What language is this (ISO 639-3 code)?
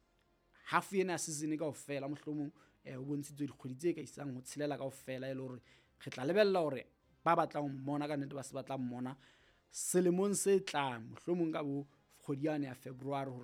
sot